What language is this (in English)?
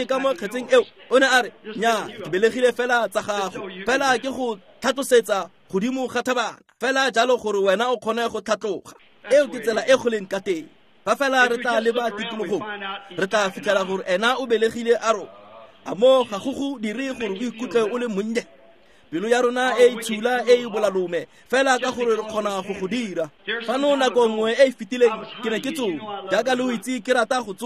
Tswana